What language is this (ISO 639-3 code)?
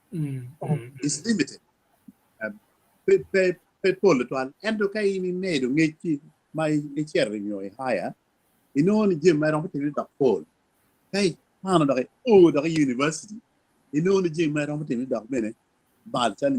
ach